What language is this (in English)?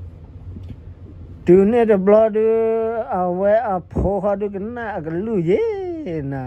S'gaw Karen